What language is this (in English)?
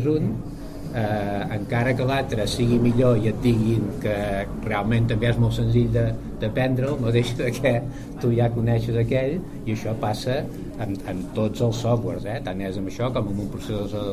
Catalan